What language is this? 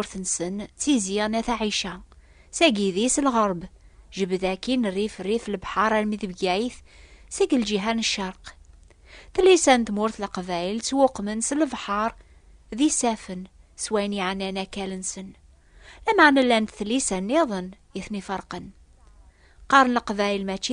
Kabyle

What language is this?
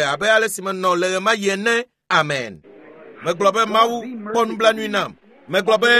Ewe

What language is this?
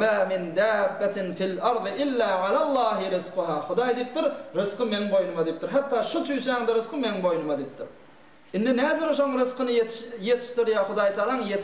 Turkmen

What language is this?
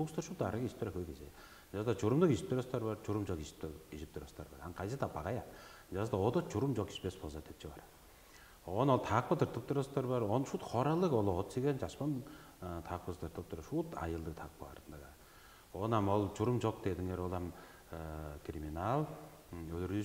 Tuvinian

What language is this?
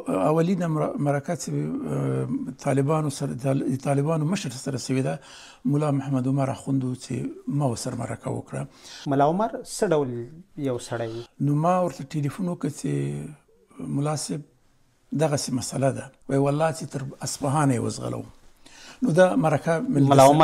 Pashto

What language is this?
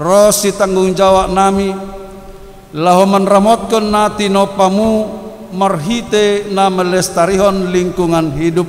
Batak Simalungun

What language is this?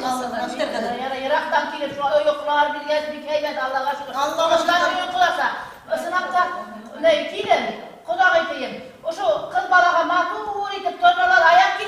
Bashkir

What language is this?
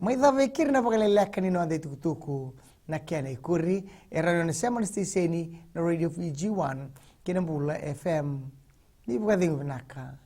Fijian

